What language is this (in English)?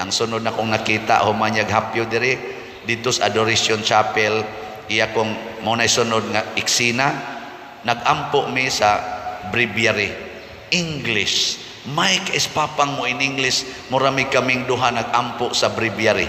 Cebuano